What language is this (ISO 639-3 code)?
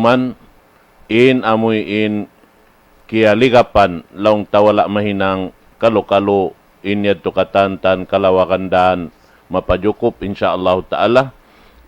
tsg